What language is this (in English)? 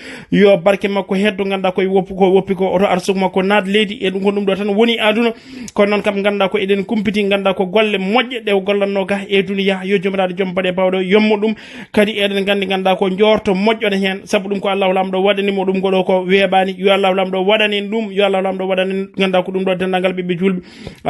Fula